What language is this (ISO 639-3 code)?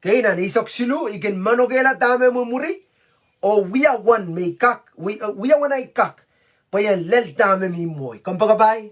pon